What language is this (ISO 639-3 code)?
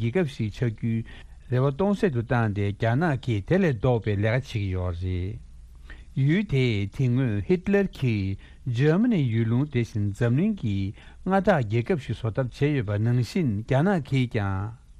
bod